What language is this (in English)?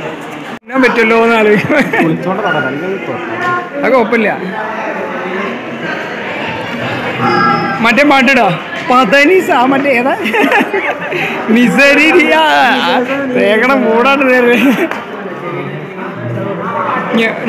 Malayalam